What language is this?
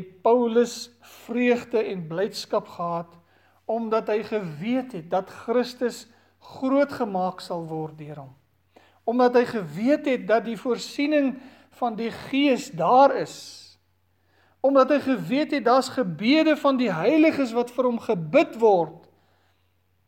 Afrikaans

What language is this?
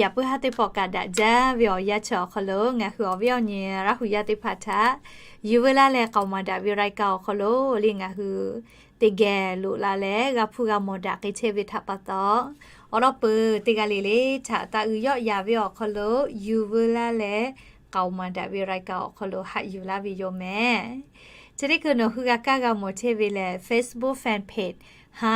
Lahu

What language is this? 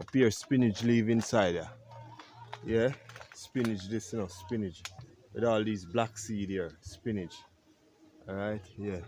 Jamaican Creole English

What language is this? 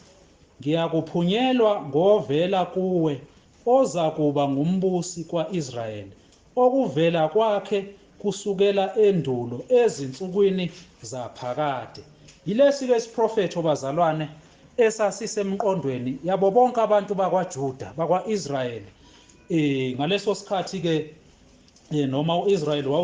Zulu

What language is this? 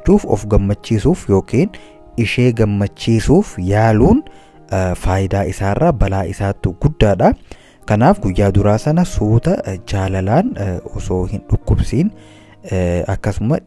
Oromo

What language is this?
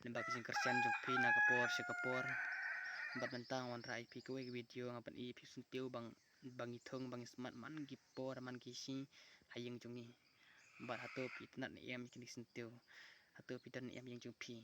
Khasi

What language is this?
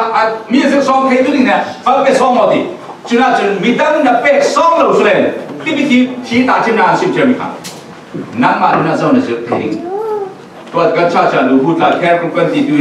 Falam Chin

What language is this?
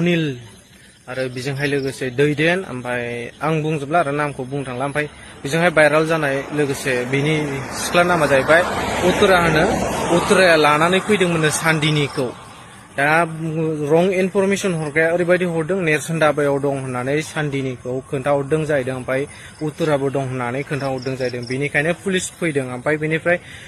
Bodo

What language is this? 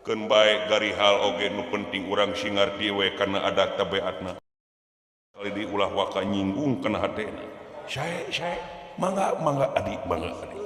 Sundanese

